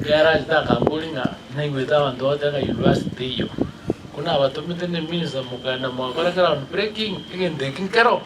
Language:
Gusii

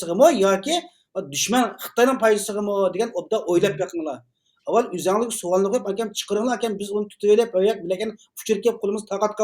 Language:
Uyghur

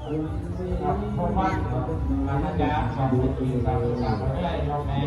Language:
Northeastern Thai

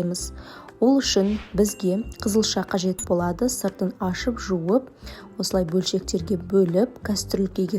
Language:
Kazakh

